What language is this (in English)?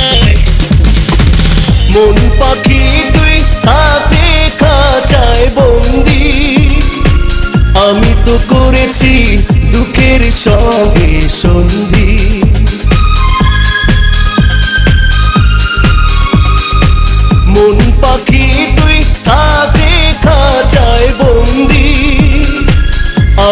Bangla